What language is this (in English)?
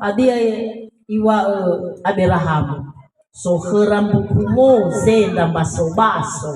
Nias